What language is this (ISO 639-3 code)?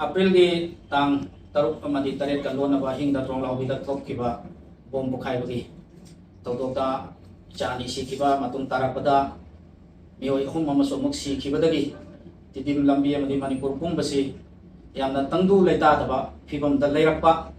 mni